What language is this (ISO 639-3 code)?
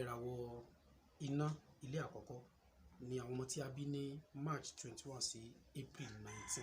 yor